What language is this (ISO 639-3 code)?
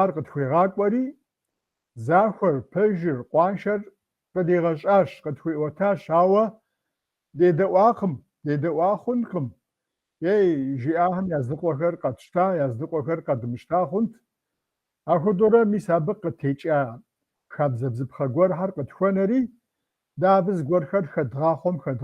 kbd